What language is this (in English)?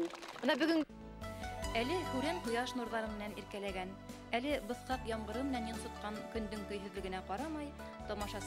Bashkir